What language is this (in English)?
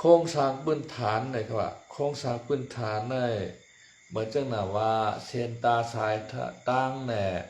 Shan